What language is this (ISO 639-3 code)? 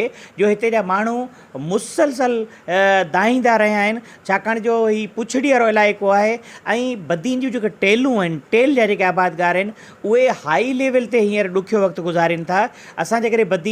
snd